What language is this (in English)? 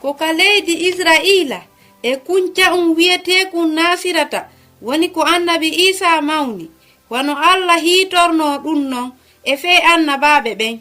Fula